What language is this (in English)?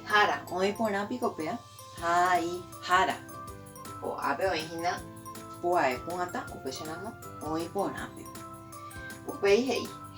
Guarani